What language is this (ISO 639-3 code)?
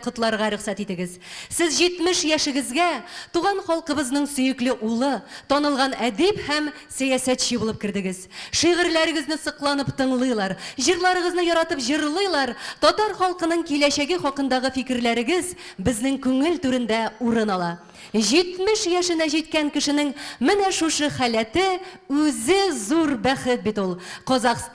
tat